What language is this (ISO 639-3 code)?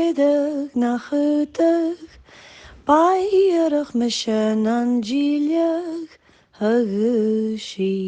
gla